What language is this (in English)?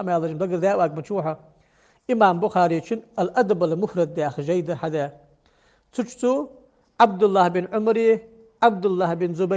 Ingush